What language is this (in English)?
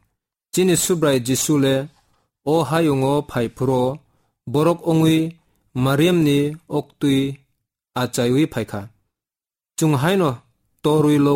Kok Borok